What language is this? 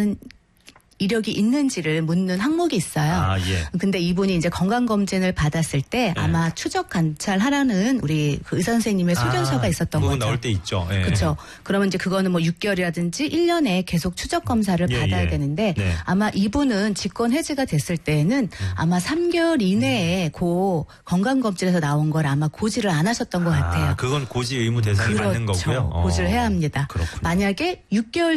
Korean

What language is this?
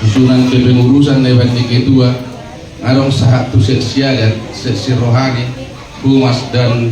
Batak Toba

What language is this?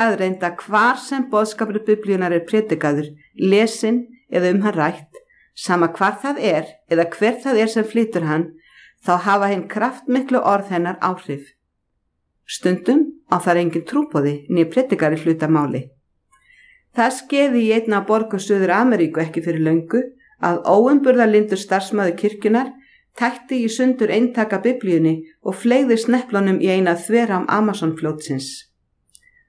Icelandic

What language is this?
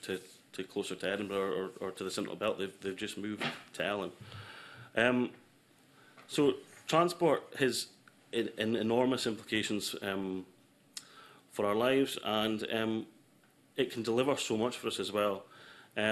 English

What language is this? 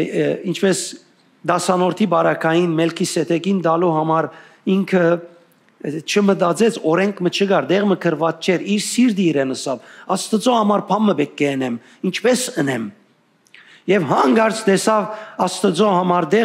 Western Armenian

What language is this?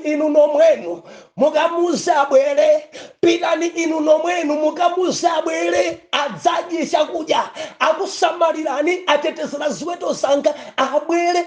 Nyanja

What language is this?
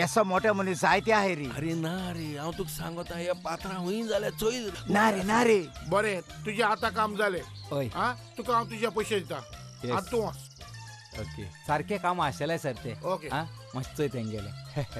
Konkani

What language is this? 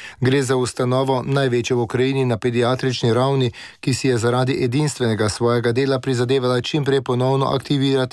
Slovenian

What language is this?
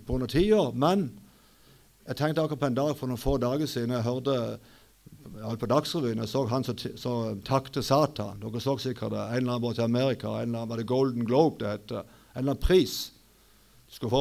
Norwegian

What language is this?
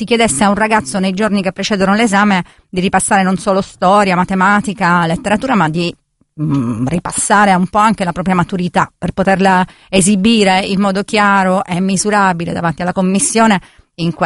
Italian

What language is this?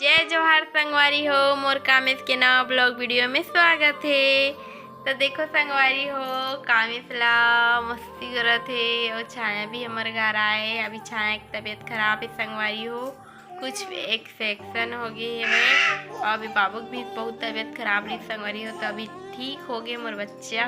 Chhattisgarhi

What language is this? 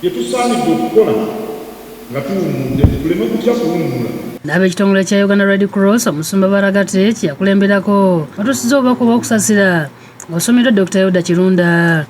Ganda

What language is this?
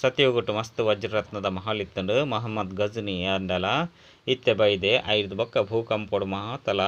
Tulu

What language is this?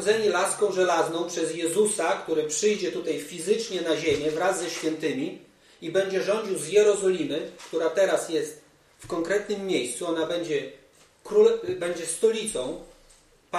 Polish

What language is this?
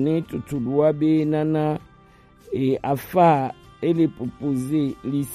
Gen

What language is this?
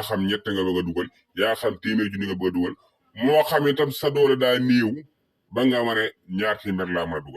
Wolof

